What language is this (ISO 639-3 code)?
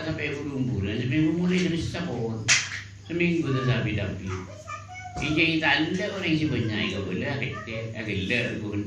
mad